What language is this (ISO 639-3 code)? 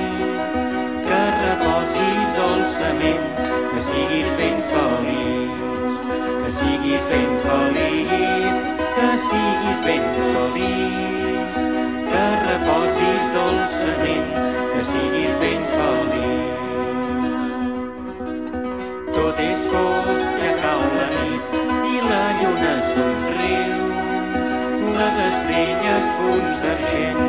cat